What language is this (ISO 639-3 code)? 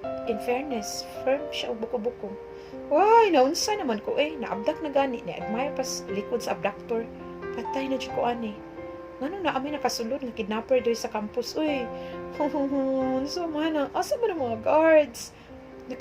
ceb